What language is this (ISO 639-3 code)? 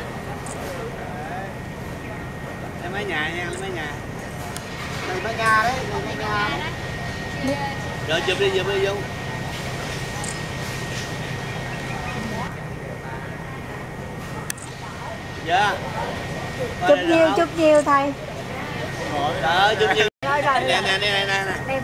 vie